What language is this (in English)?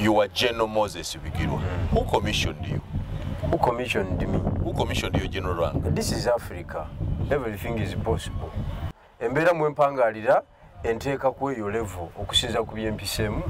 Ganda